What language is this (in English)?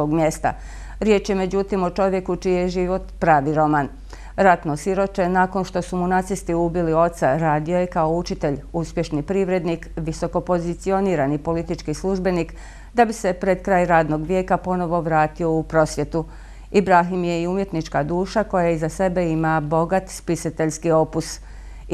Bosnian